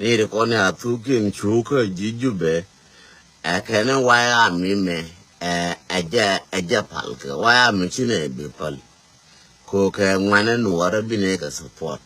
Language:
Nuer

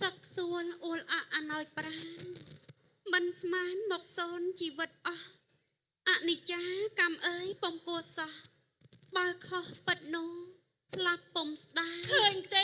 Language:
Khmer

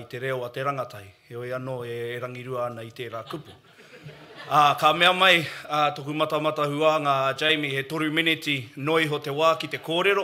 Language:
Māori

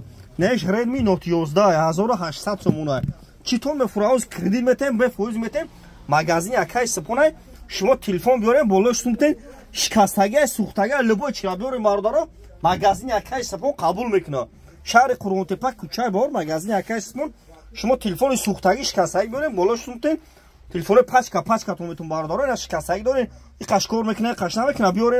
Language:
Tajik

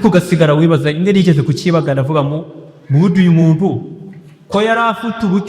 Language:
Kinyarwanda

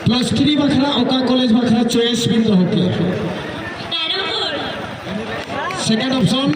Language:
Santali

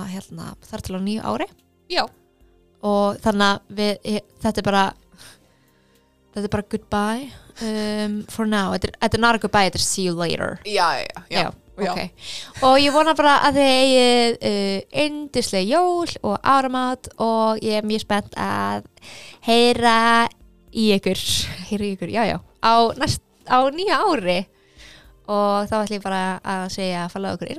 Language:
Icelandic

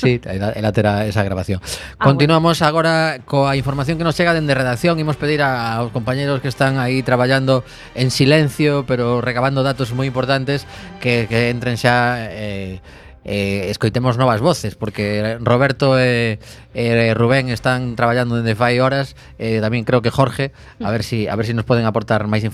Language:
Galician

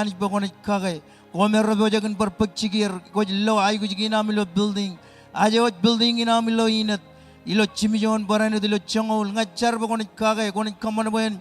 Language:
Marshallese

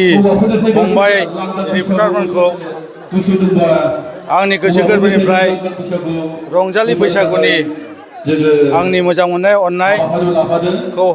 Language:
Bodo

